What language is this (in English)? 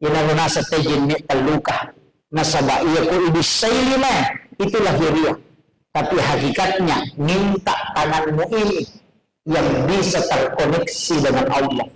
Buginese